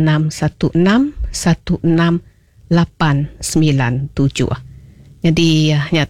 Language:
Iban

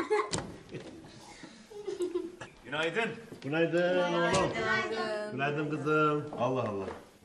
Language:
Turkish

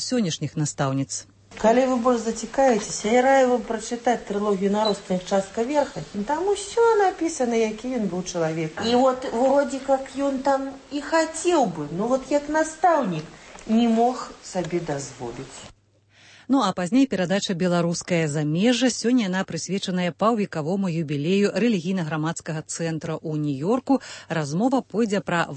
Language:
Belarusian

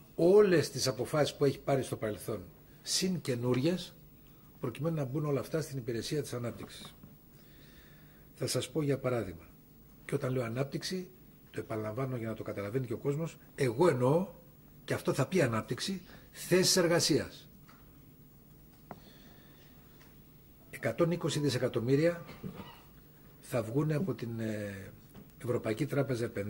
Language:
Greek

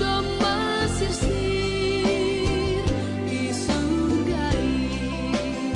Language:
Batak Simalungun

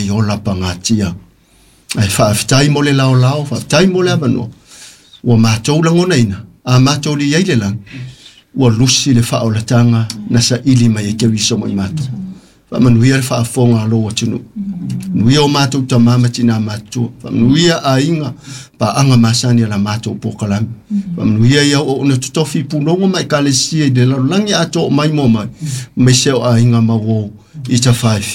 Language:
Samoan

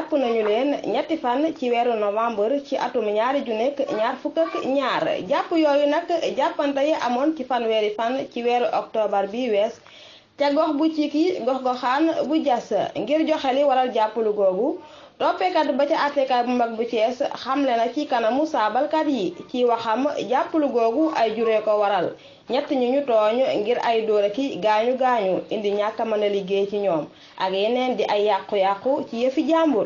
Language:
Wolof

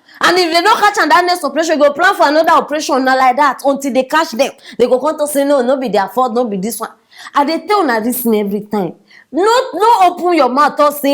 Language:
Nigerian Pidgin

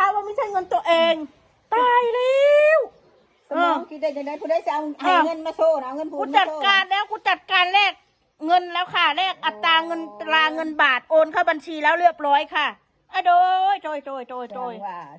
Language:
Northeastern Thai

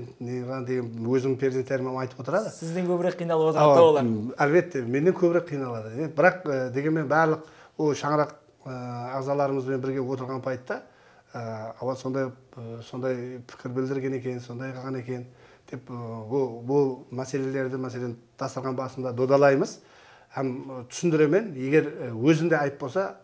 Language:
Kara-Kalpak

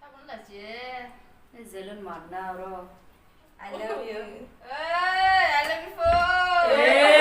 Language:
Kok Borok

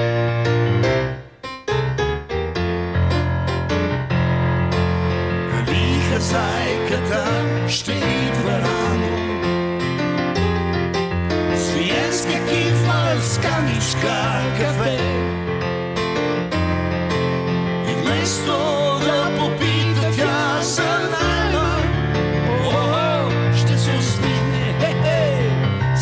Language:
Bulgarian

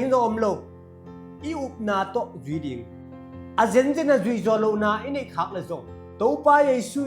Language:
Tedim Chin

